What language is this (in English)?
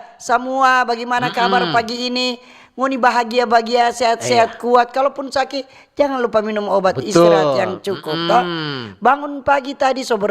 Manado Malay